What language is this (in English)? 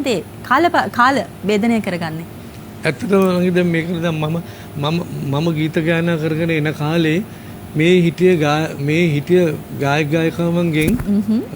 Sinhala